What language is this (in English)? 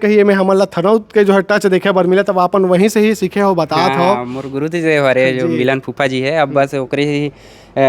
Chhattisgarhi